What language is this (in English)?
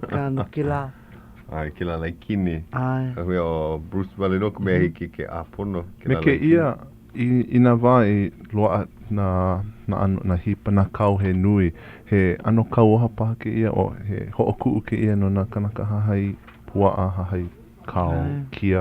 Hawaiian